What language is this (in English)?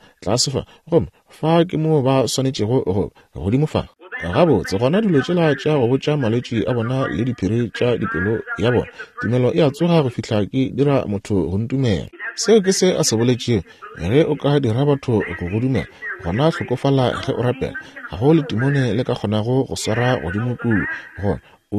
Northern Sotho